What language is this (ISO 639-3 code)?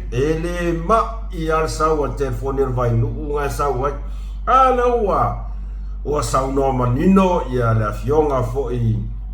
smo